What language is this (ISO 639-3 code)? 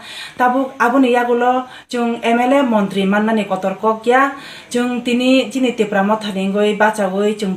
trp